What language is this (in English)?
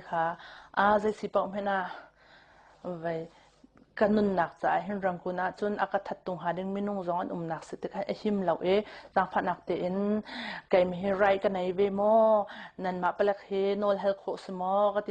Hakha Chin